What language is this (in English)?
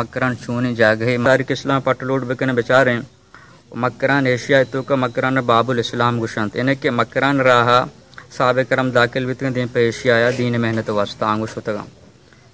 Baluchi